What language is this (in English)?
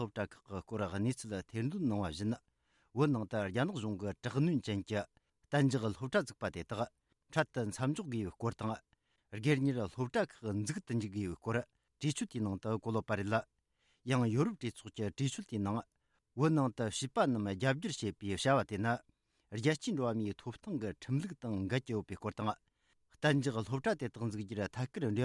Tibetan